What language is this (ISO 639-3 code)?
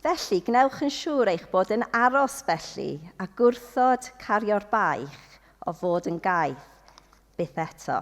cym